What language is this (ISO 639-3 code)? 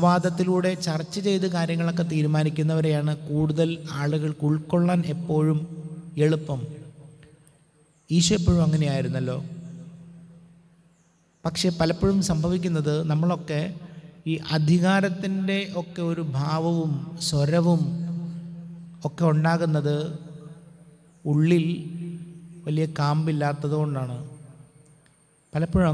mal